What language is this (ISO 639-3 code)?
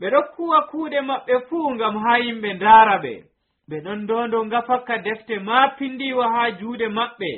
fuv